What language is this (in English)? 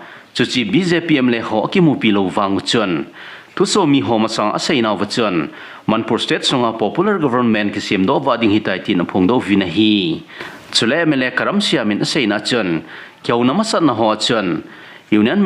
Thado Chin